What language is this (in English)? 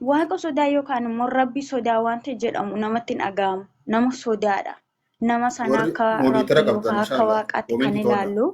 Oromo